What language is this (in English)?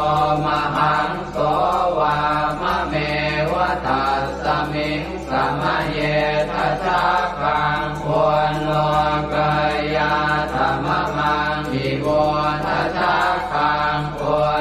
Pali